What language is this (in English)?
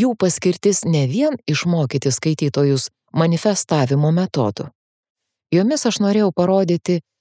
Lithuanian